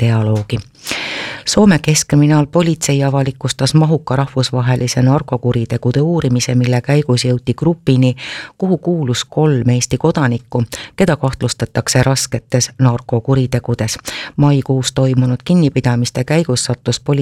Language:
Estonian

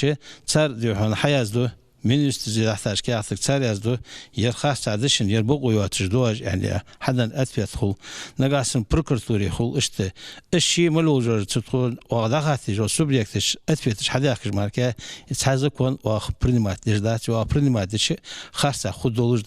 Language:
Ingush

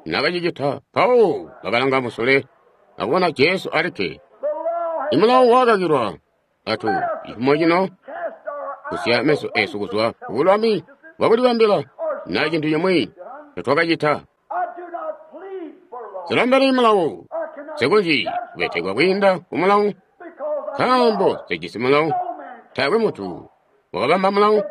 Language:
Tonga (Zambia)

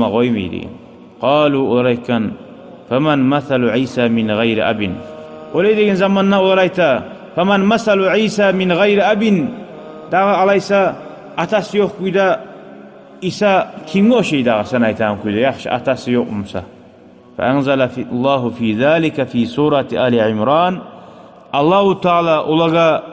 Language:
Kumyk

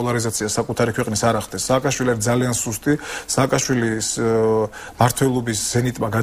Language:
Georgian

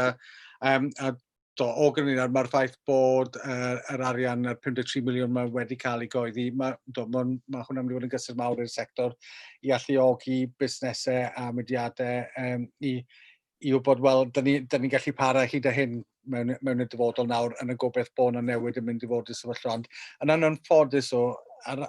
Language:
Welsh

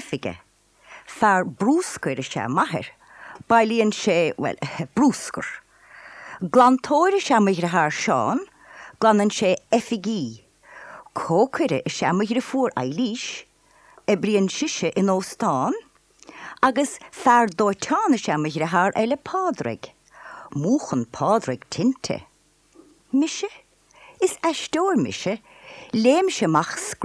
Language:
Irish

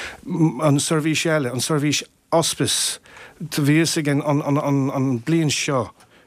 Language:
Irish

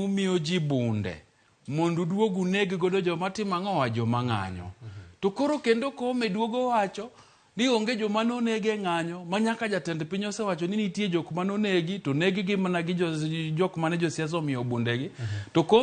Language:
Luo (Kenya and Tanzania)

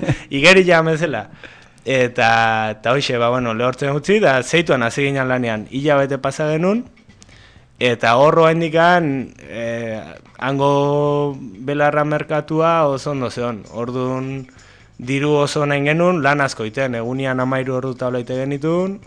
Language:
Basque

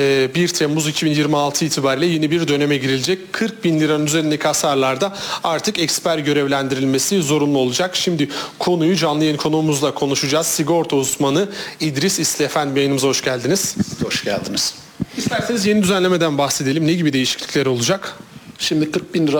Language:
Turkish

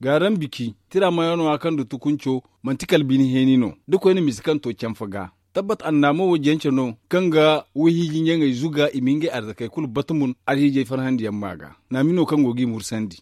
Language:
Zarma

